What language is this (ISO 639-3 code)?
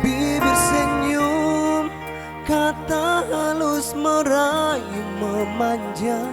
abs